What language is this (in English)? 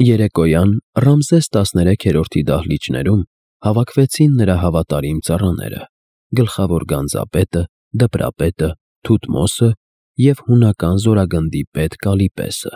Armenian